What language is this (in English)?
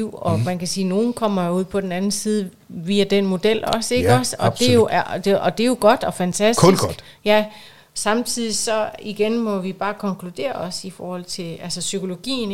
Danish